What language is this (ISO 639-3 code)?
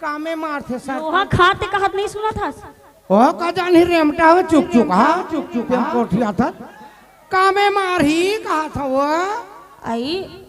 hne